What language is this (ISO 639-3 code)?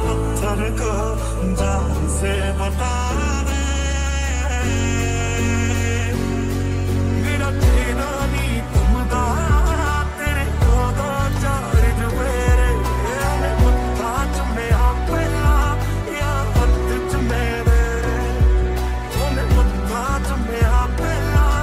hin